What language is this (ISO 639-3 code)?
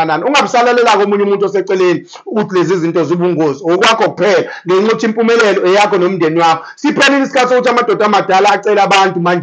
zul